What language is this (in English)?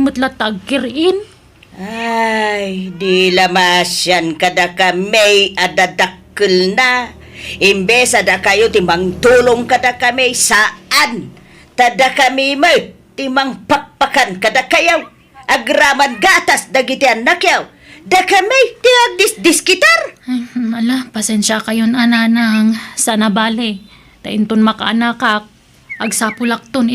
Iloko